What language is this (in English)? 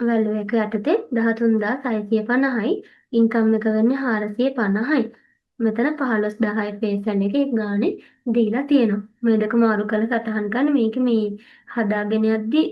Sinhala